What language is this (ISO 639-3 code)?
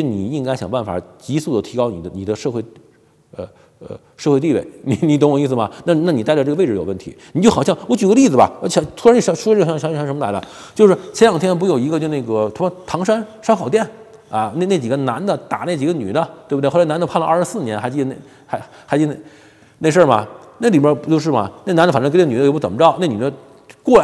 zho